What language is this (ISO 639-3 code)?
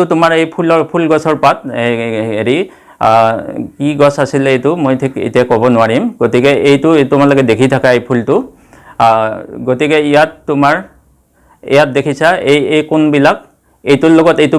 asm